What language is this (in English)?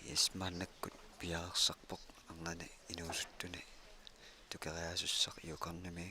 Kalaallisut